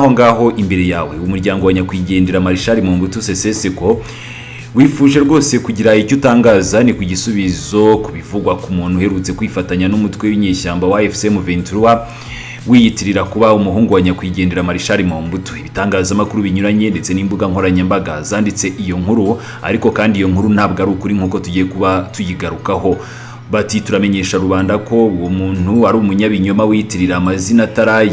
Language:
Kinyarwanda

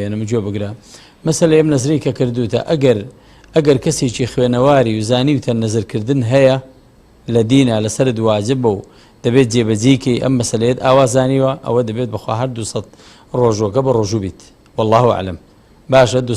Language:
Central Kurdish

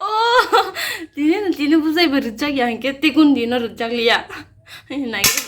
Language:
Kok Borok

